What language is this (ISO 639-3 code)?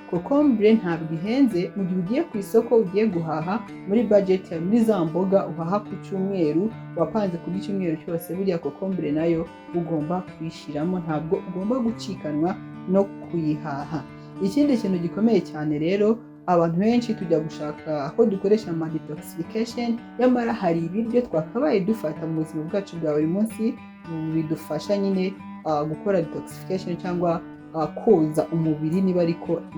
kin